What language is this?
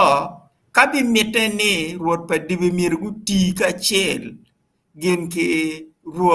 Acoli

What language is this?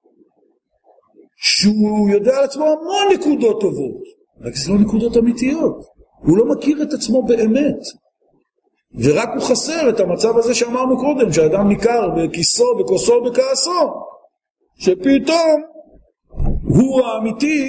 Hebrew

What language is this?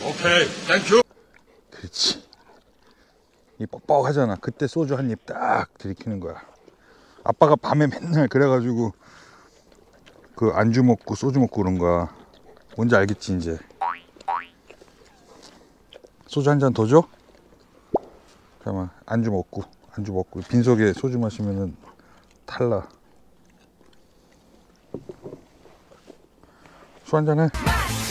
Korean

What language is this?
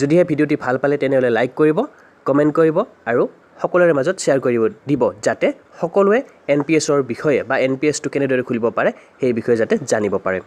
Assamese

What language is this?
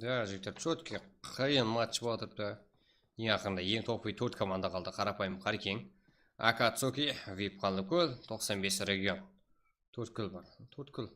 Kara-Kalpak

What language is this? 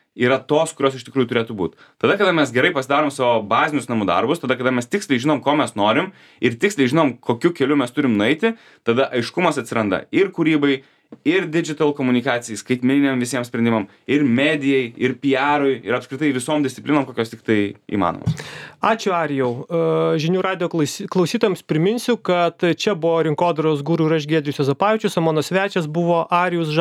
Lithuanian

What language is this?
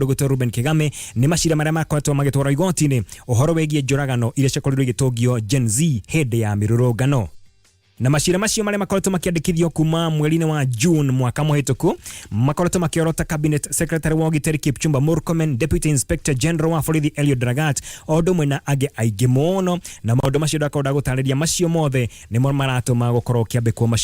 Kikuyu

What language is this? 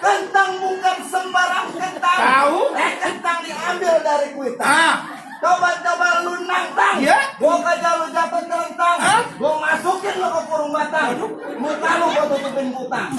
Betawi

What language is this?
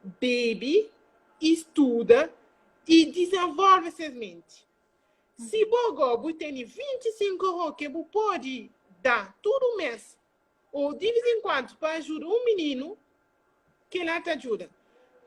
Kabuverdianu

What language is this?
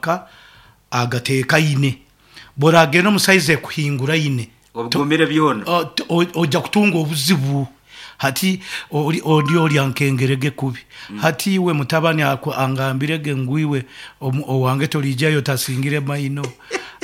Nyoro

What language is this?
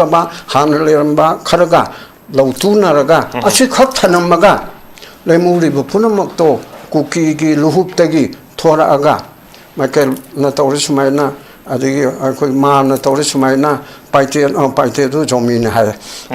Manipuri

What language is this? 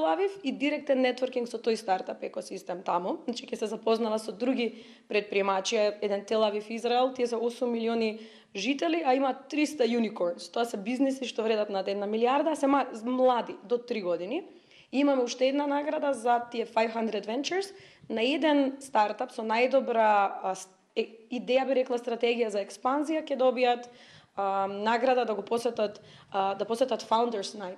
Macedonian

